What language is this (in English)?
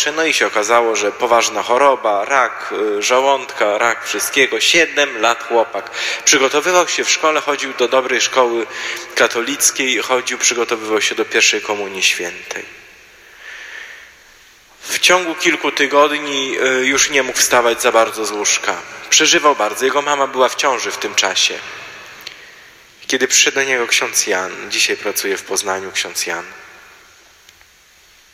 Polish